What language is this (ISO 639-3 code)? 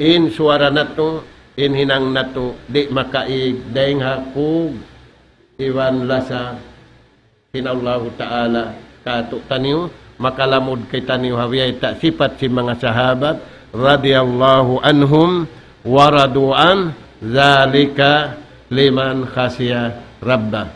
tsg